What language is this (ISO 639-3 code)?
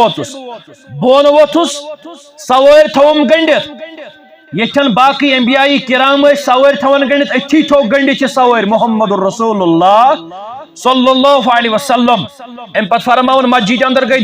kas